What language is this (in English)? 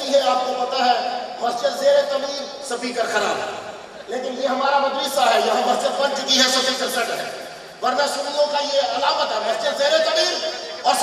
Urdu